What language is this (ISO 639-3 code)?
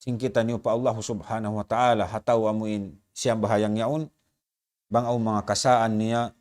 tsg